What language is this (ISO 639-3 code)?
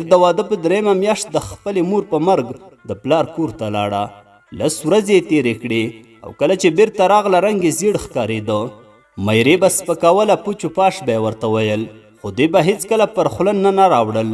pus